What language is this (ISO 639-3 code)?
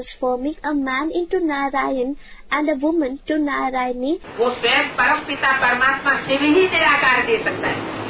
hin